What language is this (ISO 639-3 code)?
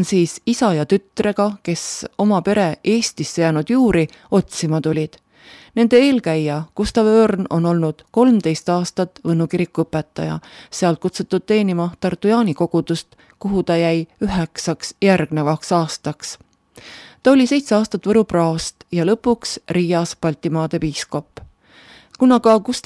est